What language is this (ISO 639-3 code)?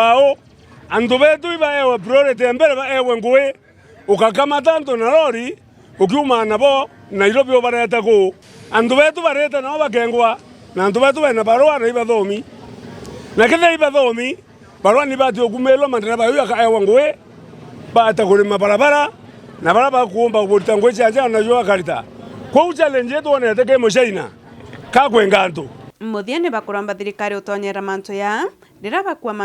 mer